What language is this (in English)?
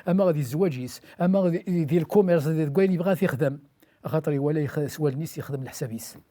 Kabyle